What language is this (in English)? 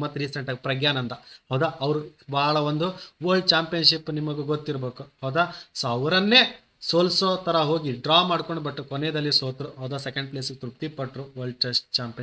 Kannada